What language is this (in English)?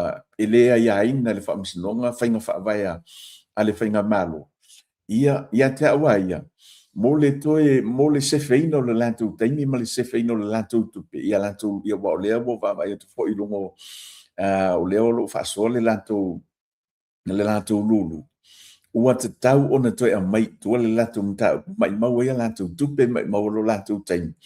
Samoan